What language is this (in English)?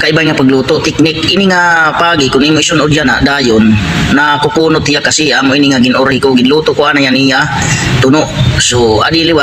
Waray